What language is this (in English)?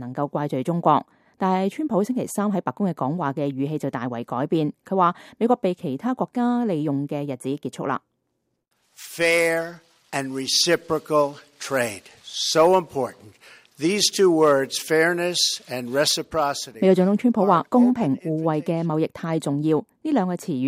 Cantonese